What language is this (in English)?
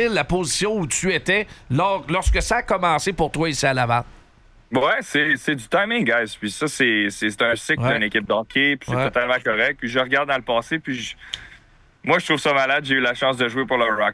French